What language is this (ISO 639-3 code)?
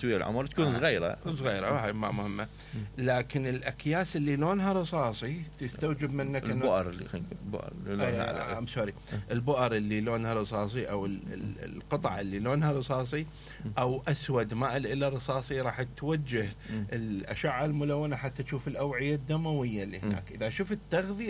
acm